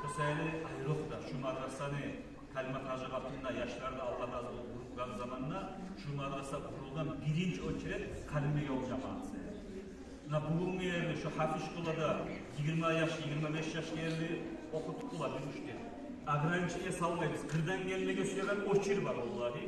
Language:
Kumyk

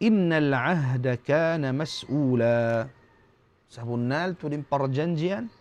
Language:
Tausug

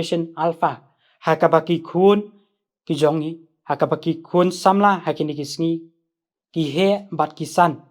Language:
Khasi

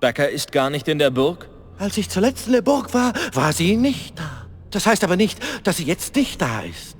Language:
Bavarian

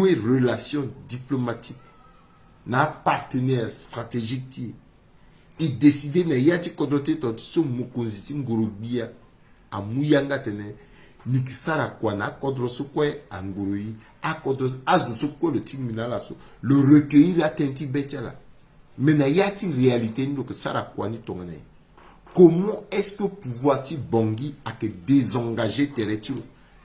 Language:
Sango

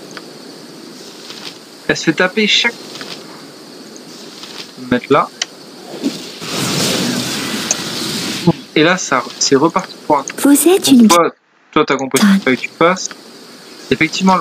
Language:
French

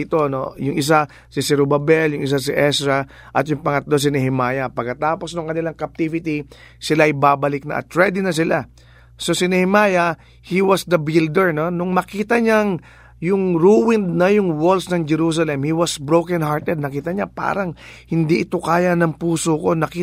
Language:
Filipino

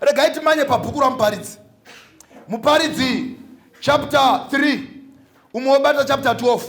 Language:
Shona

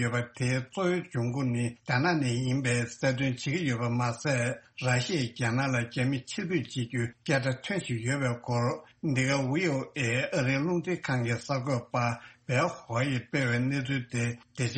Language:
Tibetan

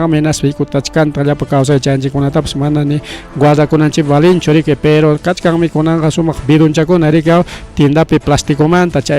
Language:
Ayacucho Quechua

